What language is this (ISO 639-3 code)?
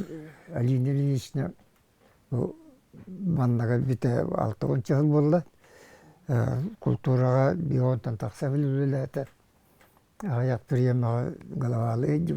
sah